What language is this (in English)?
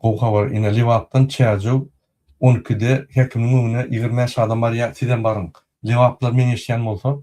Turkmen